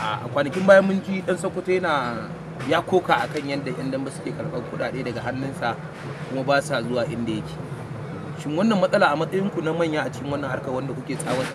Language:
Hausa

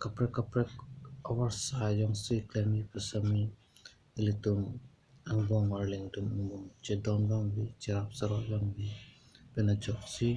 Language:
Karbi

